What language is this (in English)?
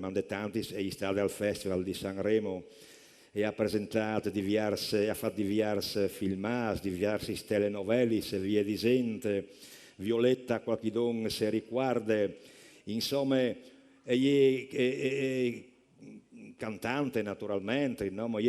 Friulian